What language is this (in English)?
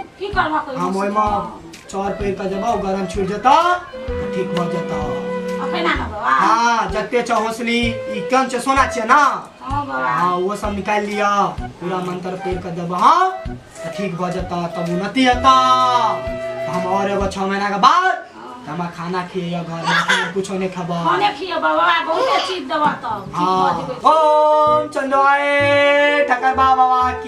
Maithili